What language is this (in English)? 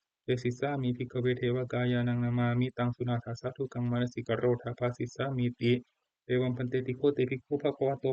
Pali